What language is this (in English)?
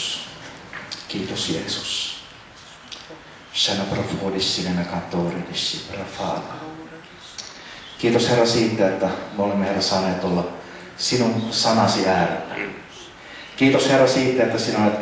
Finnish